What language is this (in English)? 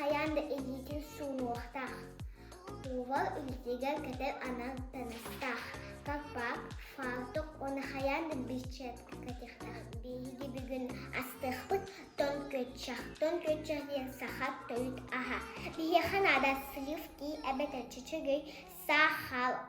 Yakut